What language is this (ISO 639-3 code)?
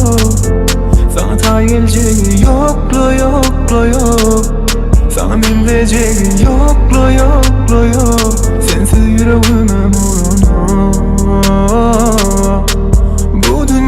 tuk